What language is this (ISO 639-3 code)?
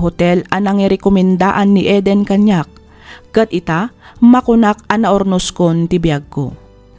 ilo